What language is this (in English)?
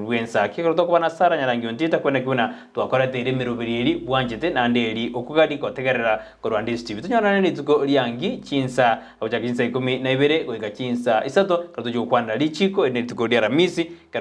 Gusii